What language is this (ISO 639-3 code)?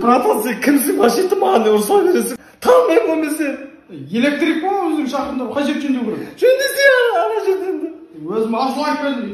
kaz